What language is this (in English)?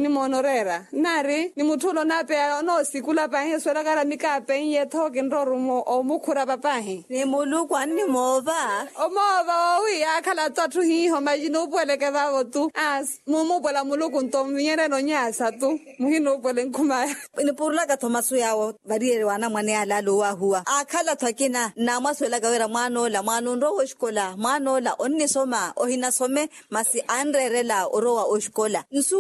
Makhuwa